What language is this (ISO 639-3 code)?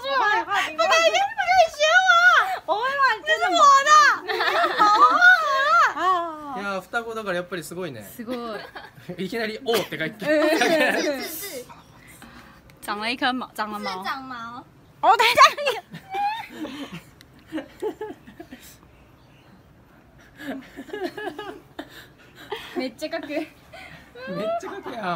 zho